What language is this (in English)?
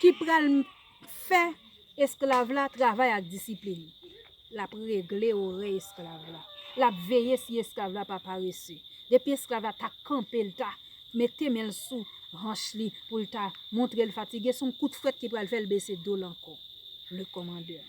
Haitian Creole